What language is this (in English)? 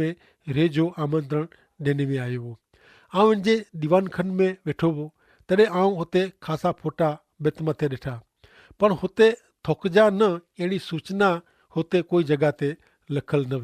Kachhi